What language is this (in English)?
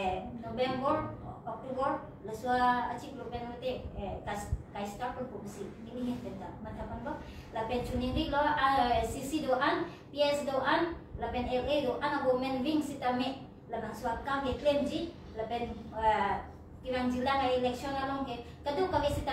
Karbi